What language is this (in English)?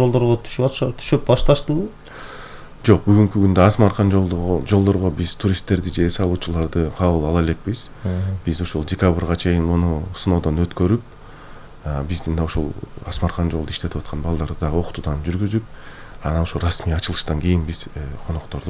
Kyrgyz